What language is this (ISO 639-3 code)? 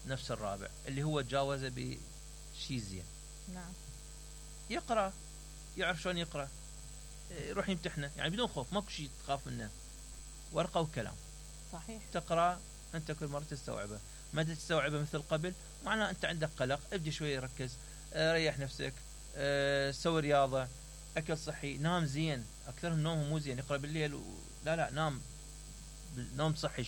acm